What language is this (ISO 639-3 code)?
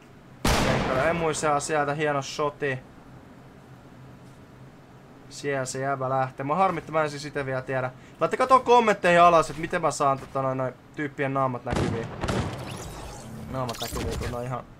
fin